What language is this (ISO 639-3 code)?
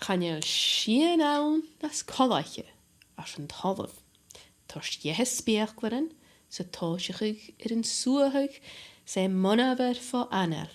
gla